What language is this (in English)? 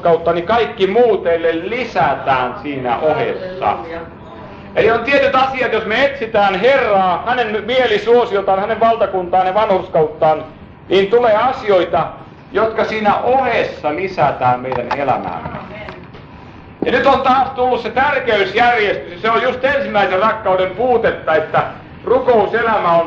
Finnish